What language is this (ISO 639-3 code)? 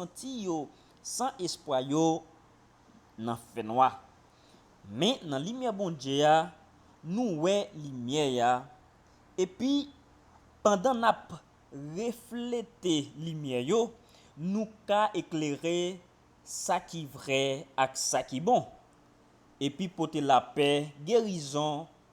hat